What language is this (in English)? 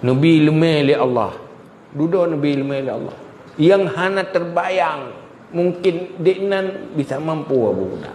Achinese